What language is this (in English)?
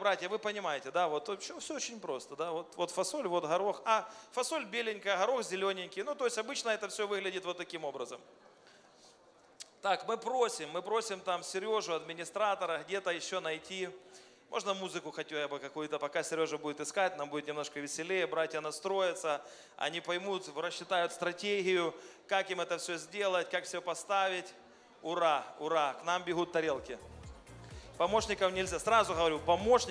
Russian